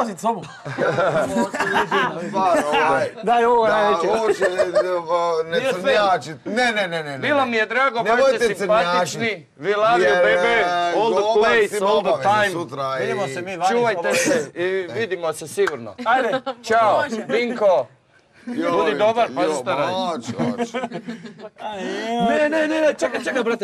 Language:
Croatian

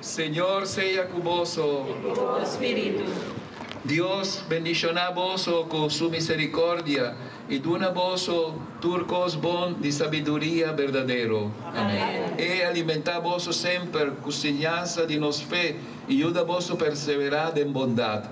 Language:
Papiamento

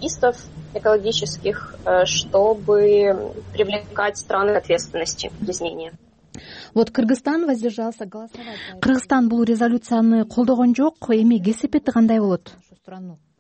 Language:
Kyrgyz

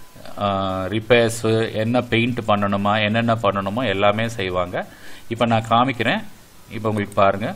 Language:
Tamil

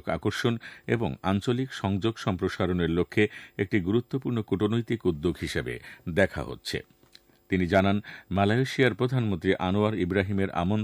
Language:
Bangla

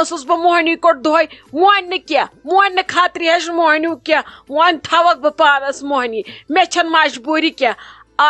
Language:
Kashmiri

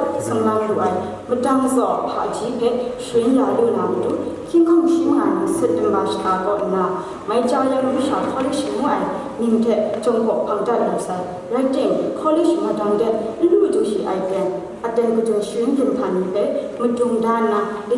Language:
Kachin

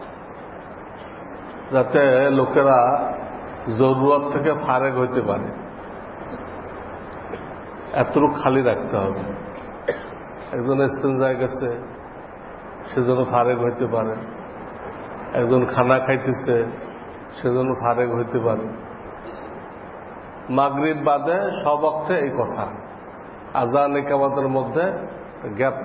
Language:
Bangla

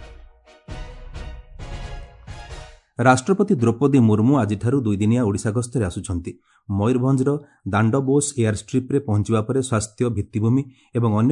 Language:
Odia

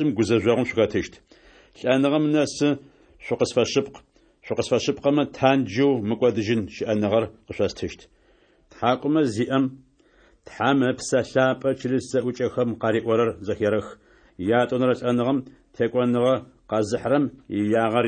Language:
Adyghe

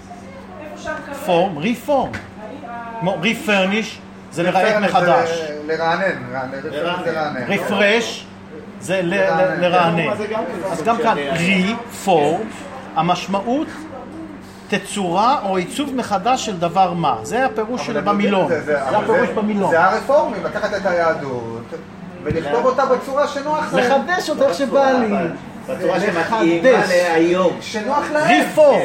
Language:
Hebrew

